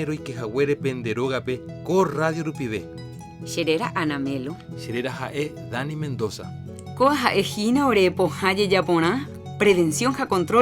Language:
Guarani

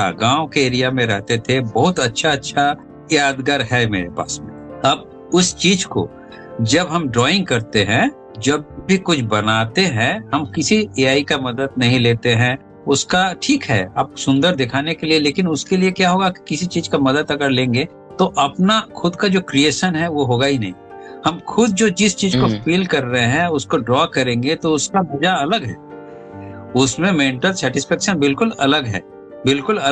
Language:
Hindi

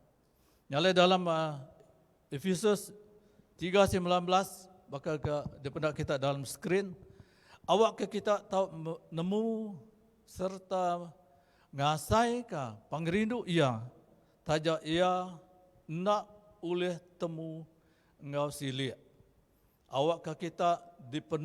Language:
Iban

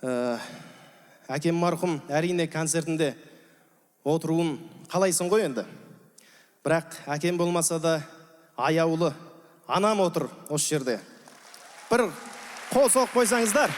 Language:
Kazakh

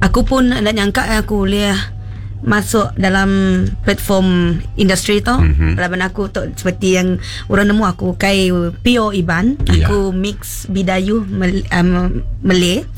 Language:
Iban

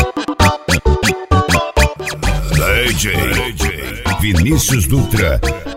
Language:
Portuguese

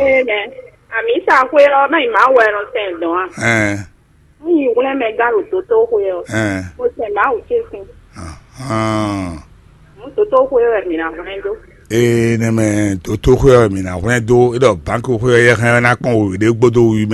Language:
Fon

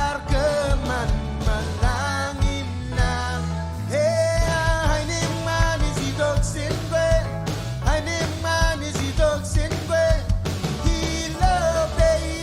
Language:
Marshallese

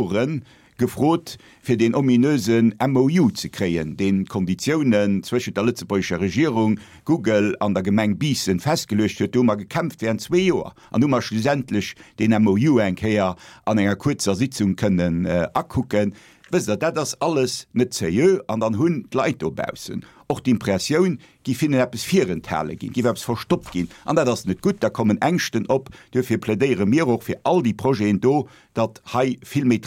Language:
Luxembourgish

